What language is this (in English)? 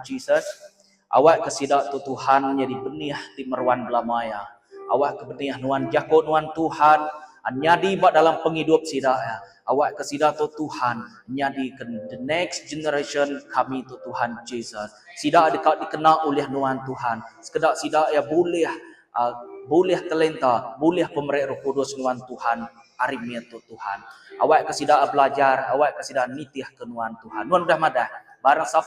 Iban